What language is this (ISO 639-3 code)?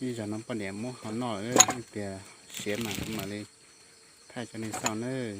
hmn